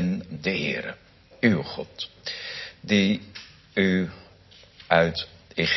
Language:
Dutch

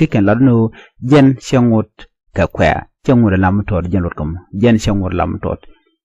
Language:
Nuer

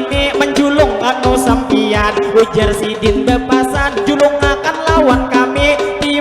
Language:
Banjar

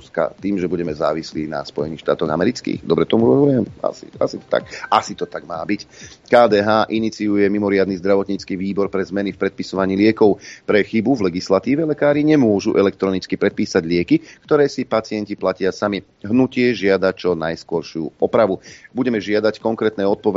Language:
Slovak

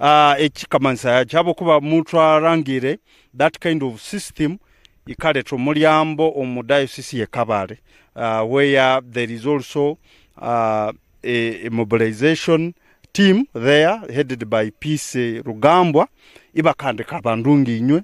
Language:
Nyankole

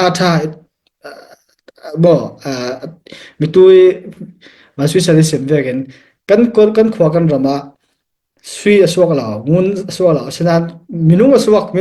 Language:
Falam Chin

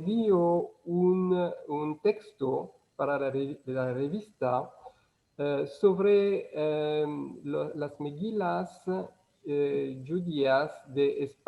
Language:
Ladino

